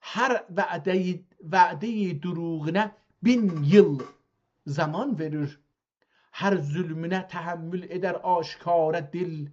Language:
South Azerbaijani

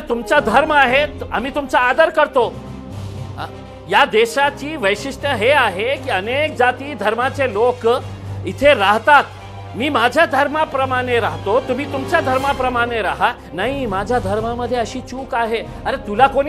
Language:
Marathi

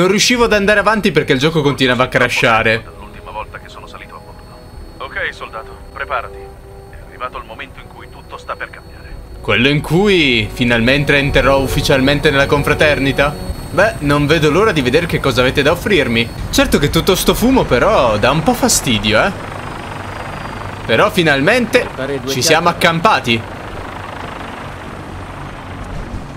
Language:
Italian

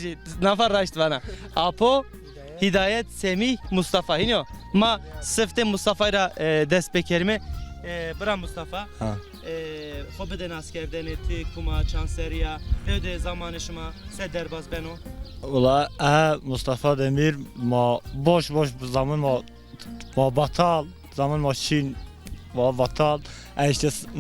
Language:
Zaza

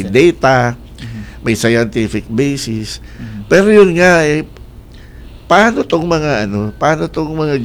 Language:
Filipino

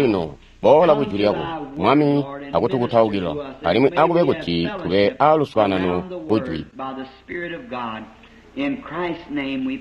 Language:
Tonga (Zambia)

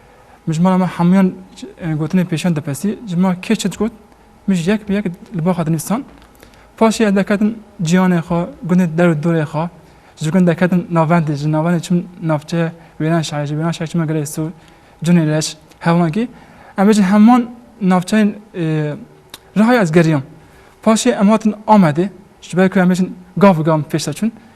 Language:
Kurdish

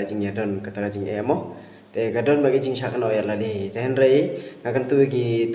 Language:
Khasi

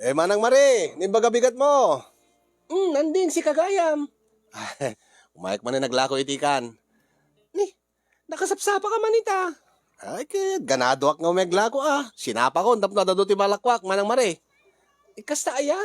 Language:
Iloko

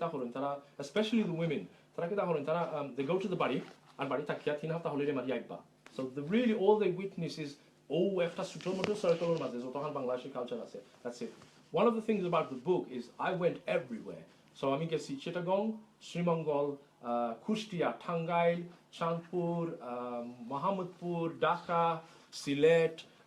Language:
Sylheti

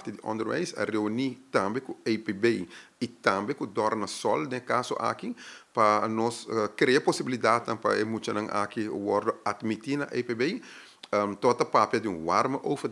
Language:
Papiamento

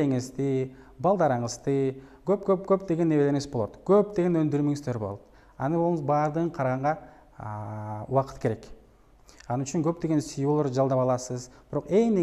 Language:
Kyrgyz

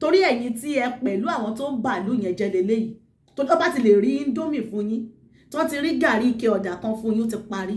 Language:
Yoruba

